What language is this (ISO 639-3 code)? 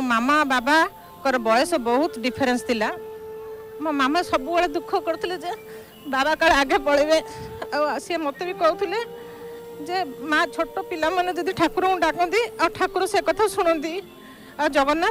ori